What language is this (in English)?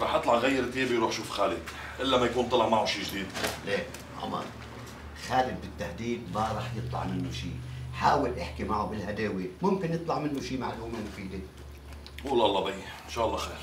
North Levantine Arabic